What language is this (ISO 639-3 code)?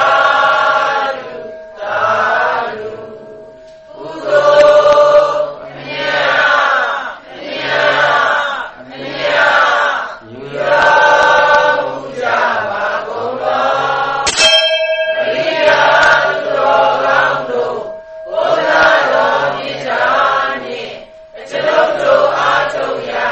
mya